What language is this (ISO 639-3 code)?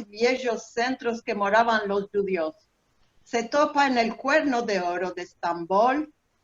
lad